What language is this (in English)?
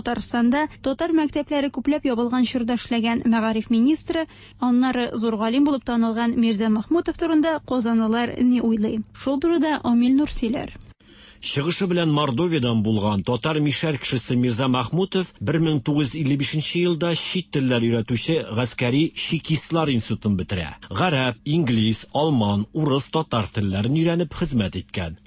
Tatar